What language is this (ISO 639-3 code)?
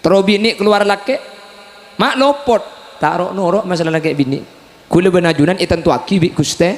mad